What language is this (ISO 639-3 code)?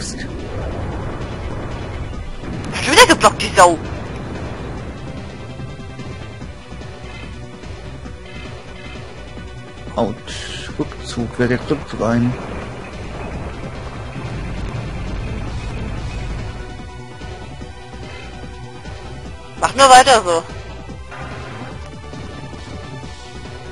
deu